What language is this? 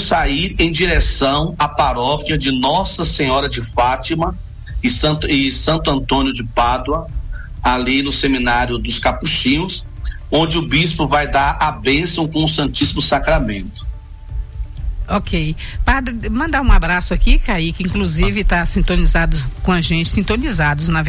Portuguese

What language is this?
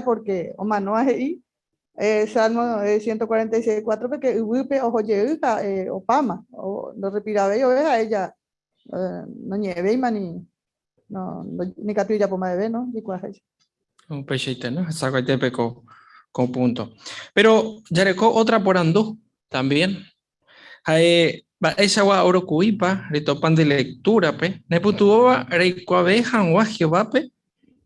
Guarani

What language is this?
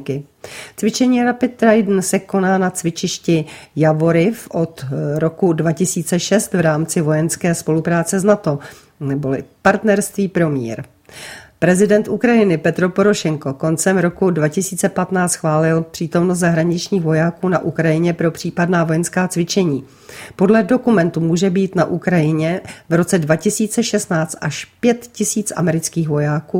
Czech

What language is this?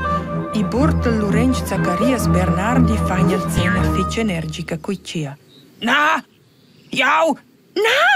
Romansh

